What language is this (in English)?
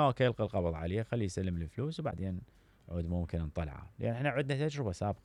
Mesopotamian Arabic